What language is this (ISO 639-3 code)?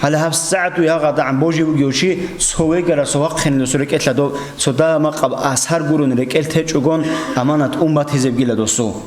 ava